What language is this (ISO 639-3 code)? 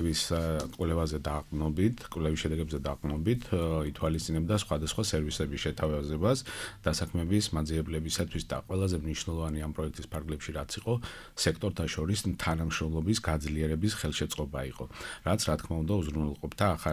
kat